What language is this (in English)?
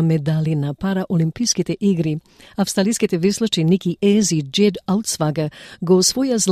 Macedonian